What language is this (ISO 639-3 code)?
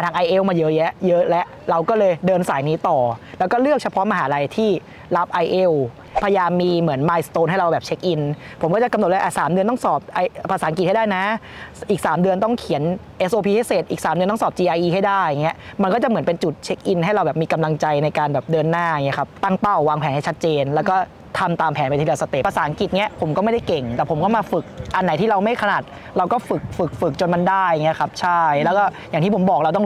tha